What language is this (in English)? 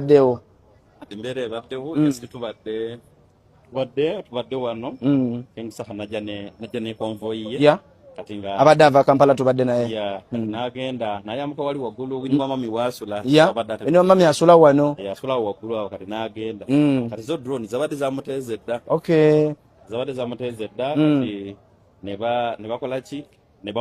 Ganda